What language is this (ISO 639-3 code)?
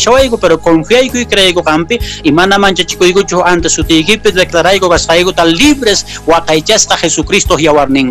que